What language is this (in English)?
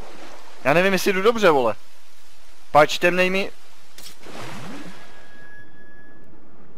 Czech